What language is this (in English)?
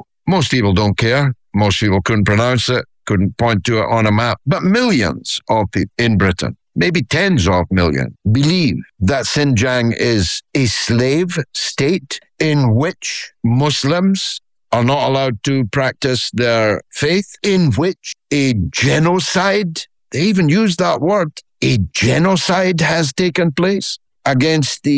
English